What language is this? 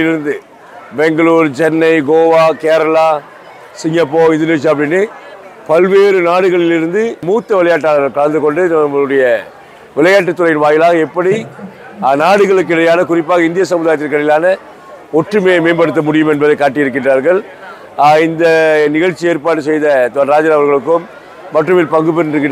Tamil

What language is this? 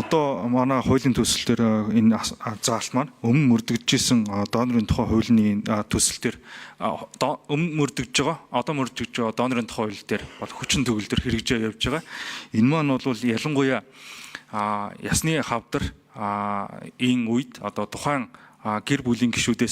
Mongolian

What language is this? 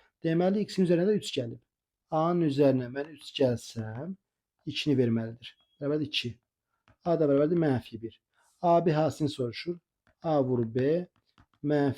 Azerbaijani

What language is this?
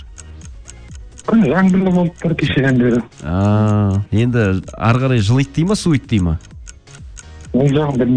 Kazakh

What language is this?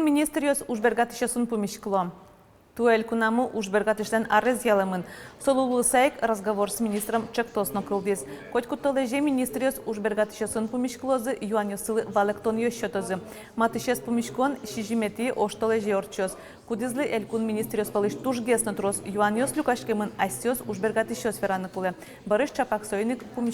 Udmurt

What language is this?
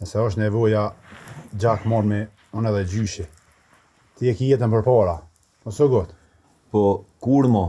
Albanian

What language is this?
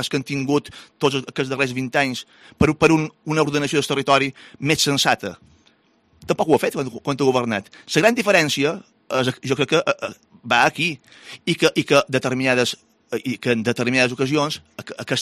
Catalan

